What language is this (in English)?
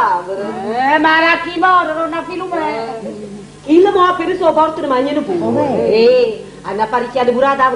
Neapolitan